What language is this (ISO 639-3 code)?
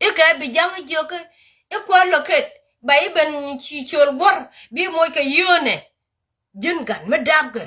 nus